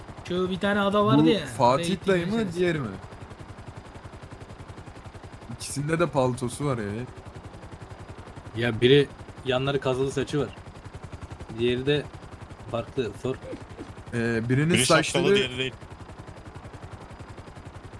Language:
Turkish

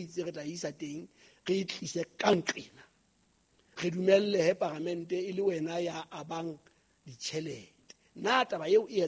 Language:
Southern Sotho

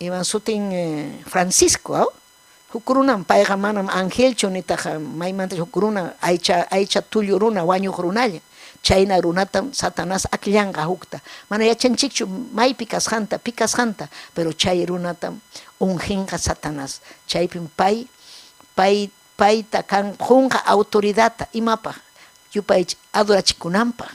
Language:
Ayacucho Quechua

